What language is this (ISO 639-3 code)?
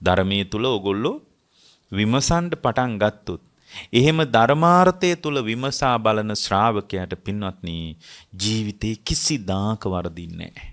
sin